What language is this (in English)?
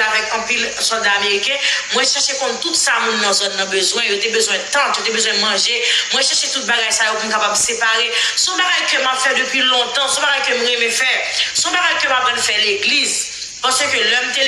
Haitian Creole